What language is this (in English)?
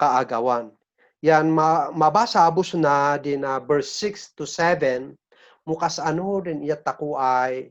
Kankanaey